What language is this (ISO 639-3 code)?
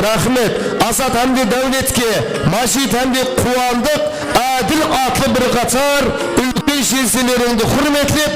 kaa